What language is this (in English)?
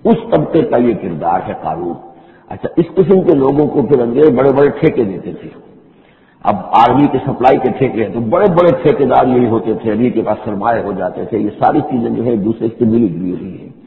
Urdu